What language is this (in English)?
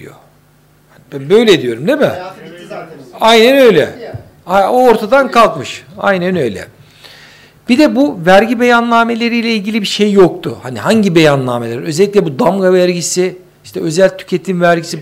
Turkish